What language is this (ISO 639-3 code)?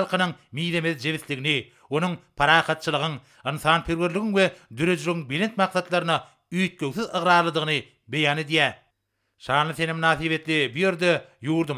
tuk